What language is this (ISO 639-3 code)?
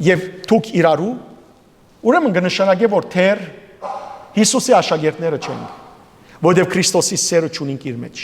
hyw